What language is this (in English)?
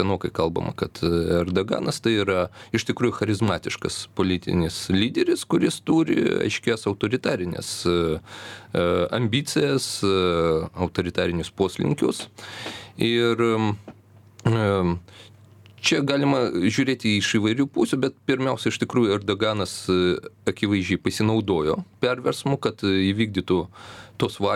Lithuanian